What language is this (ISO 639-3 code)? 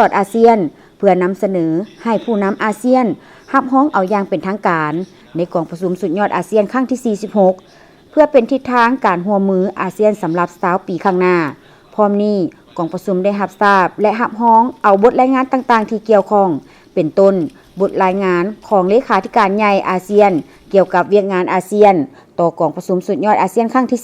lao